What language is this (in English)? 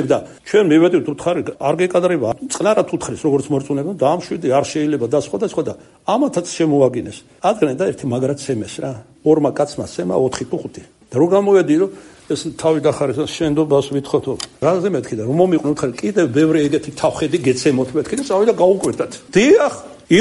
Georgian